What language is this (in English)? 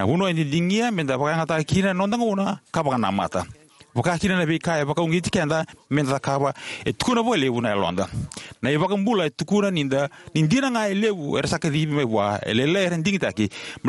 Fijian